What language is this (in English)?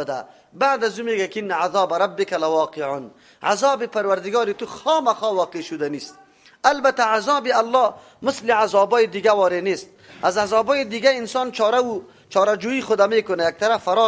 Persian